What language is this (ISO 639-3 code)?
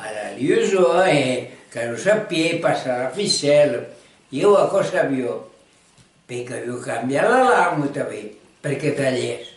oci